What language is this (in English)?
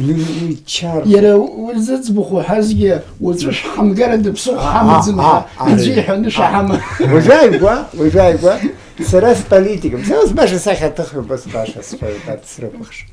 Abkhazian